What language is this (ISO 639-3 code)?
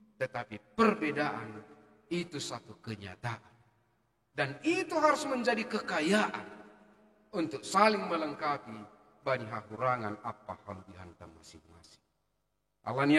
bts